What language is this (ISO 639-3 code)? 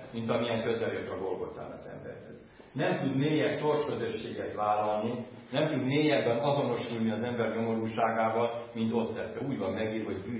hun